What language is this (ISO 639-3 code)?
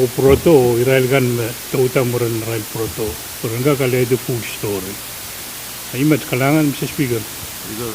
pon